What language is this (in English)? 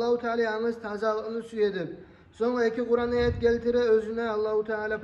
Kumyk